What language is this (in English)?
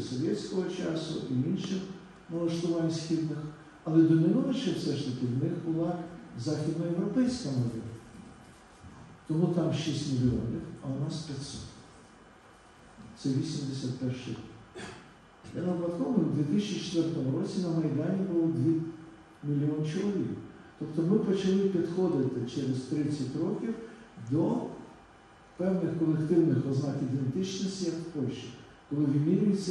Ukrainian